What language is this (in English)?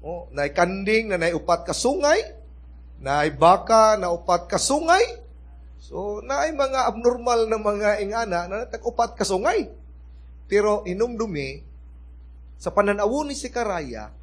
Cebuano